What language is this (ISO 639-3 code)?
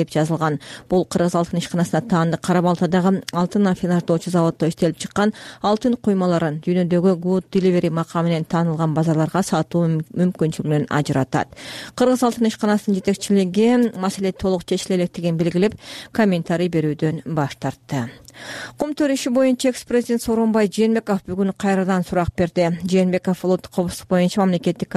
kir